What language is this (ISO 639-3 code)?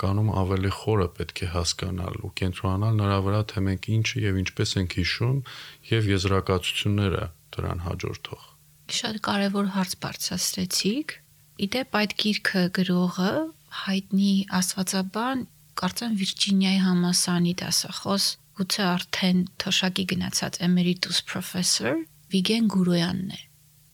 hye